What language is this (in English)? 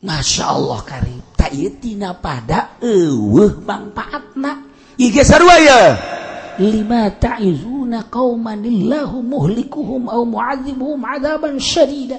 Sundanese